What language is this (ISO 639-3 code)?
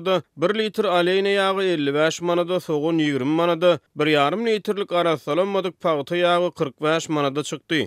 tuk